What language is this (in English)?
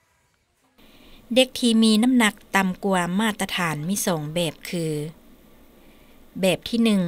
Lao